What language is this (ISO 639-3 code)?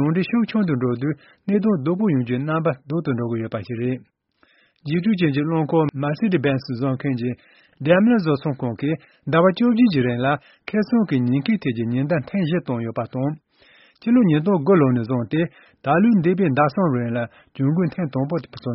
bod